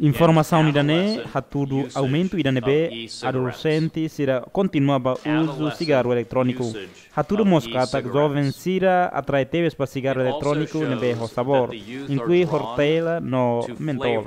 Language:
Tetum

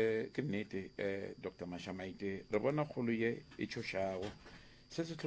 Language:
Northern Sotho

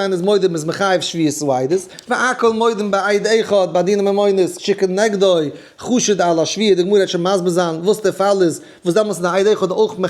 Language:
Yiddish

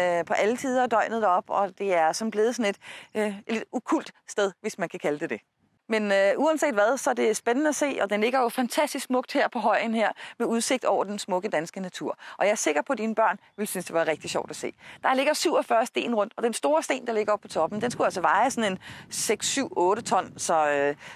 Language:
Danish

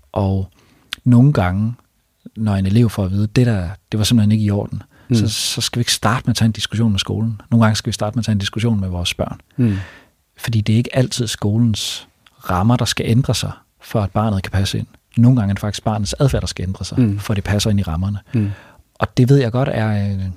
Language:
Danish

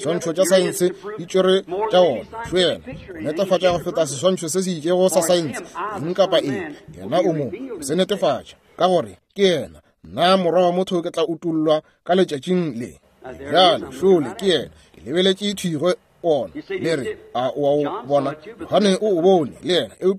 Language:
Northern Sotho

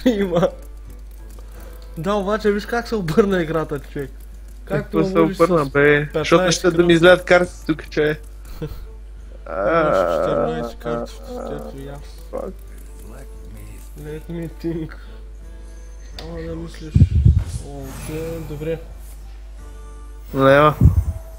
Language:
Bulgarian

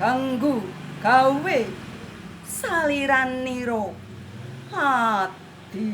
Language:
Javanese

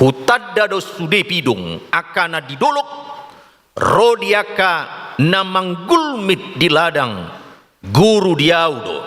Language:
Batak Toba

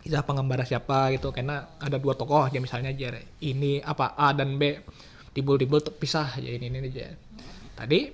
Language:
Banjar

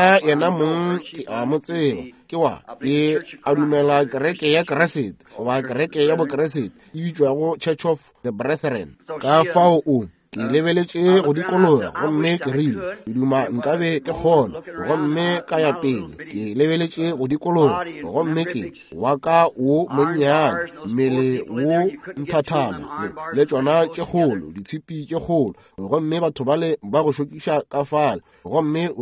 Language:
Northern Sotho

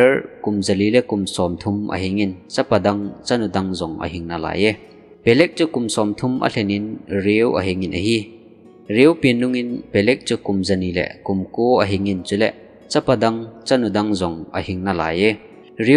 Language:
Thado Chin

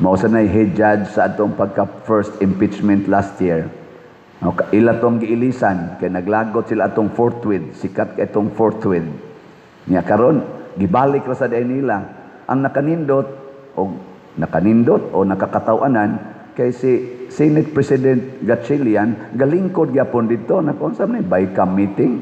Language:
Cebuano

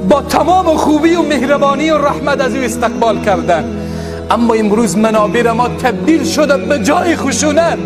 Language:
Tajik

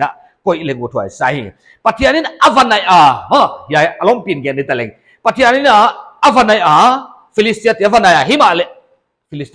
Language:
Paite Chin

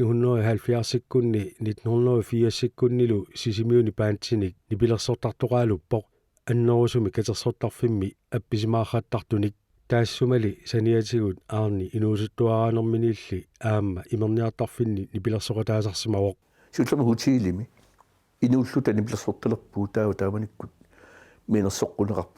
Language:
Kalaallisut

